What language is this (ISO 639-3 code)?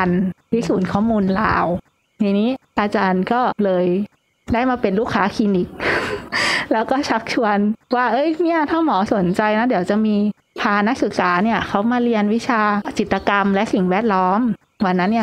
tha